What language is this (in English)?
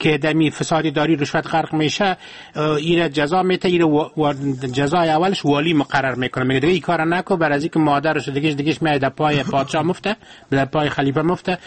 Persian